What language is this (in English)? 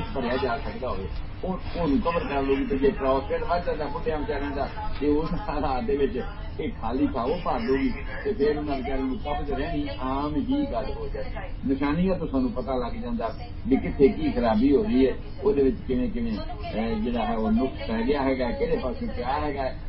Punjabi